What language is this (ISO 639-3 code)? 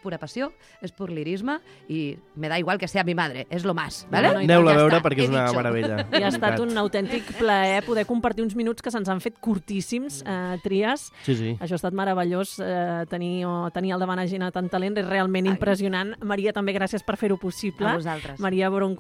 cat